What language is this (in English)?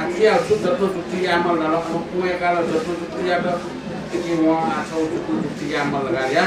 Newari